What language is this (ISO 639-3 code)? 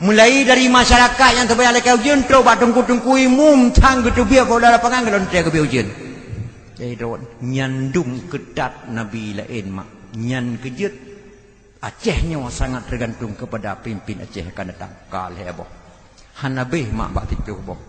ace